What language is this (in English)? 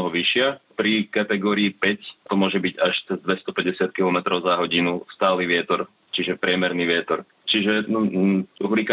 Slovak